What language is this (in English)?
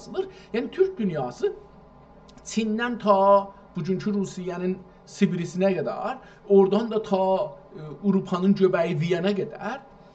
South Azerbaijani